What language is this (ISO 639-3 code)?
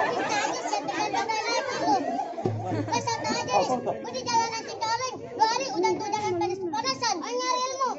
bew